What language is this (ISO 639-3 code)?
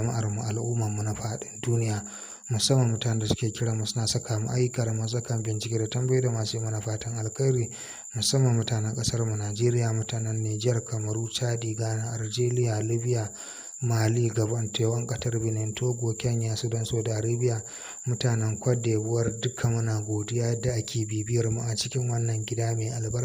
hau